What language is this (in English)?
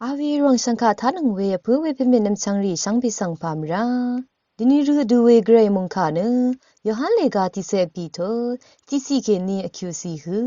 Rawang